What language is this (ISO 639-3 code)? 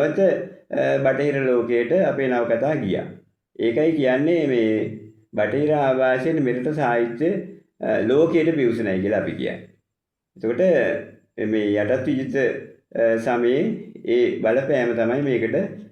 sin